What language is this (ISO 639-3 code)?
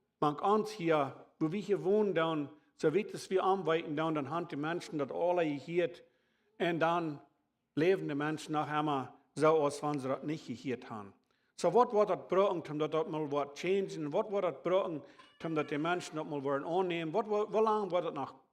pdt